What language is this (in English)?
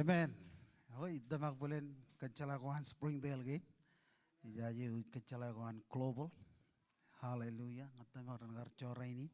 Marshallese